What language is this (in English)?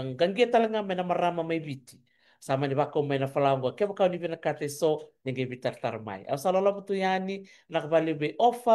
Fijian